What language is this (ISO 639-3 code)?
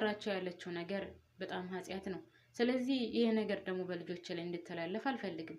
amh